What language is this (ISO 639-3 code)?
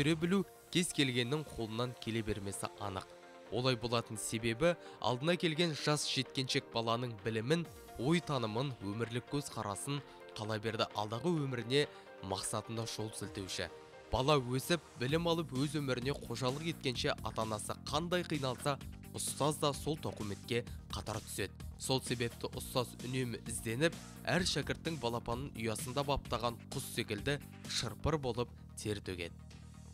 kaz